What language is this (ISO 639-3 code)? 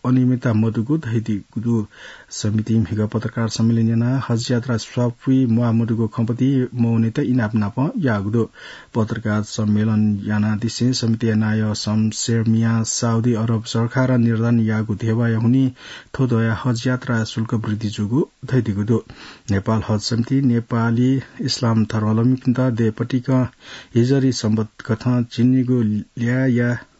new